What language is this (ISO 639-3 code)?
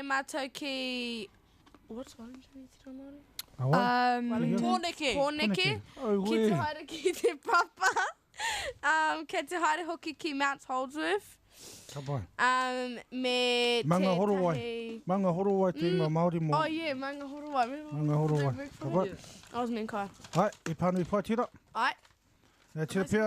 mri